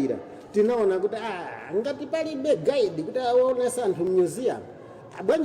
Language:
Nyanja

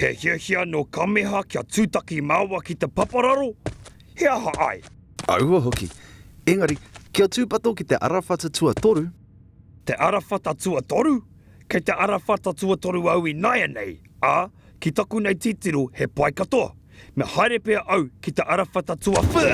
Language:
Māori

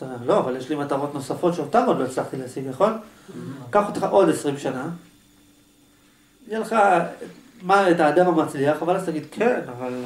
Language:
Hebrew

